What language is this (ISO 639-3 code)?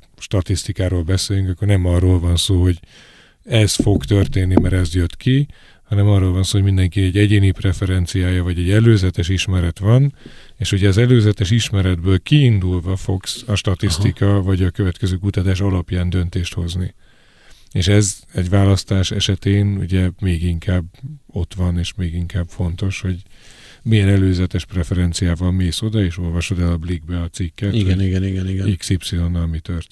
hun